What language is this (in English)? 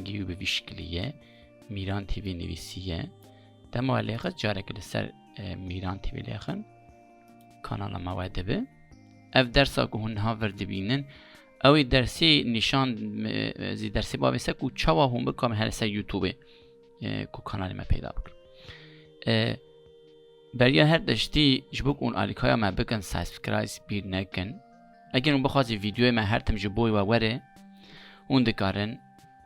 Kurdish